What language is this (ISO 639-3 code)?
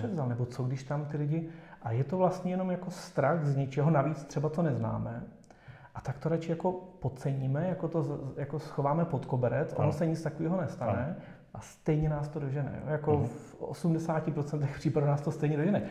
ces